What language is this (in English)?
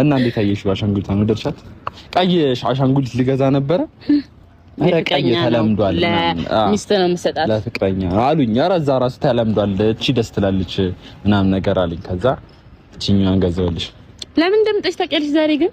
Amharic